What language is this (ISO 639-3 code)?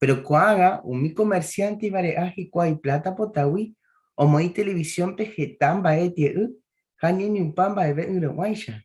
grn